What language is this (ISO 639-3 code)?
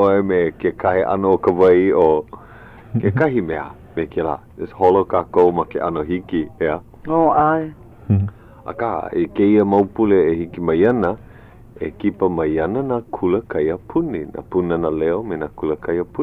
haw